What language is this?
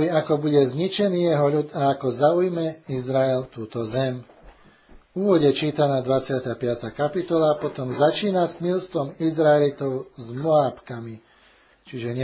Slovak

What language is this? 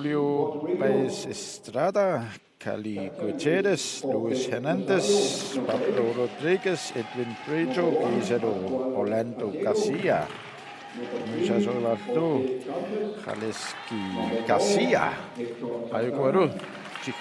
Kalaallisut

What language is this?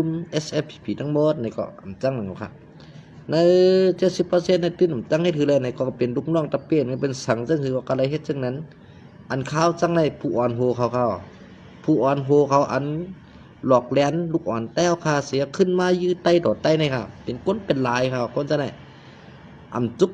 Shan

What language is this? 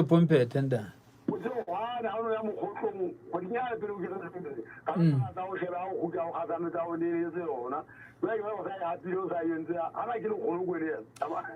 Southern Sotho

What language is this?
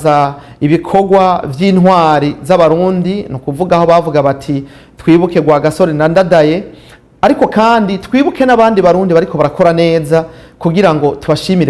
Rundi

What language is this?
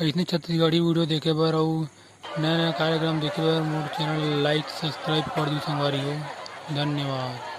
Chhattisgarhi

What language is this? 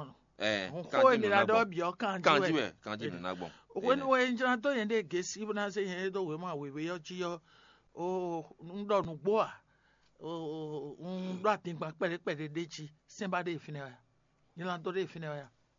Fon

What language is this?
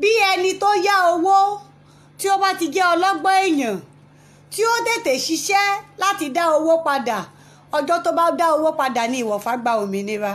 Yoruba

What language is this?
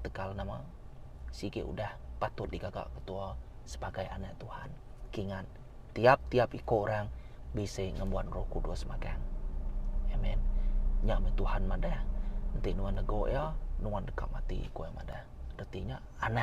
Iban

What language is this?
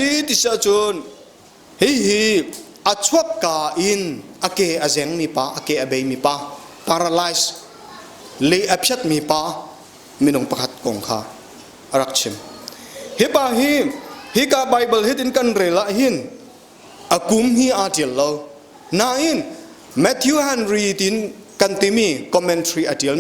Hakha Chin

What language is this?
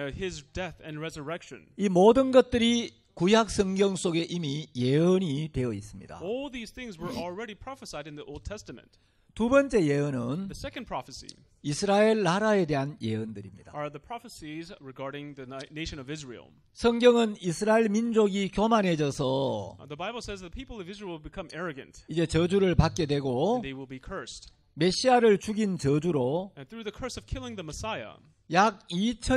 Korean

